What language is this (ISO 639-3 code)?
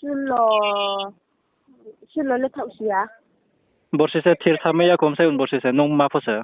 ria